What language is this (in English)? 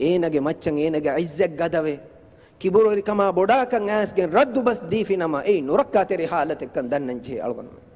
Divehi